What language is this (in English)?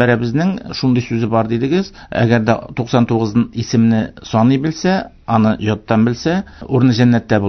Tatar